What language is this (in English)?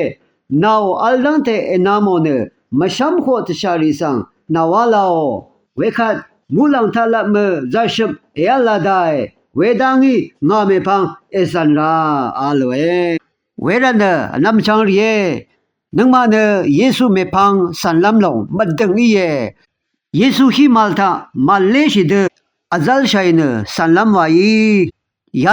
Rawang